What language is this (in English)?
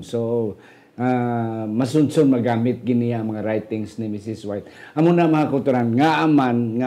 Hiligaynon